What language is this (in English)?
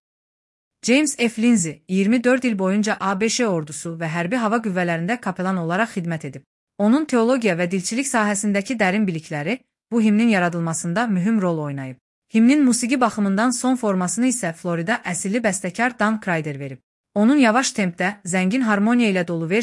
Azerbaijani